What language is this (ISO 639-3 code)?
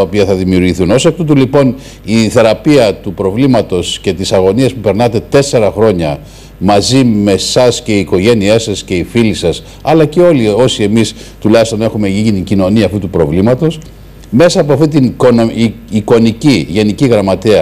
ell